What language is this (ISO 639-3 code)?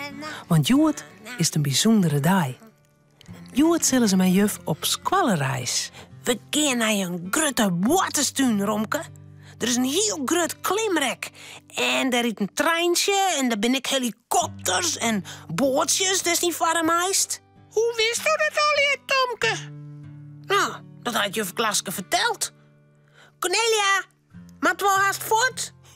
fry